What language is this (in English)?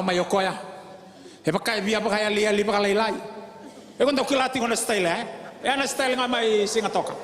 Fijian